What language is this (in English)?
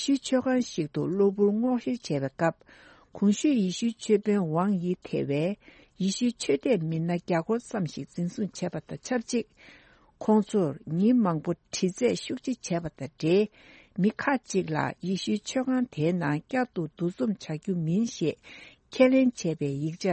Tibetan